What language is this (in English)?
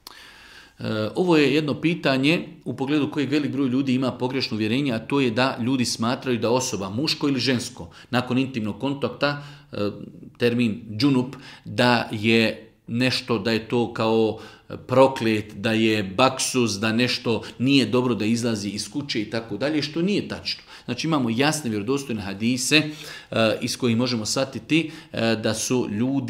Bosnian